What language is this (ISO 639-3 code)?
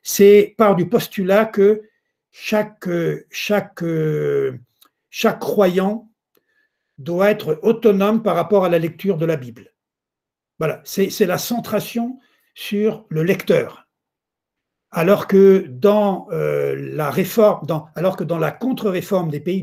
fra